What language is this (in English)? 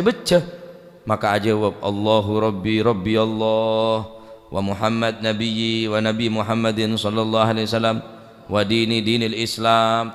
Madurese